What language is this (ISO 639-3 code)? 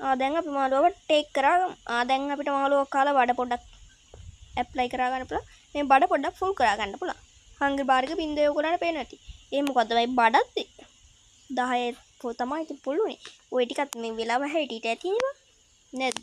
sin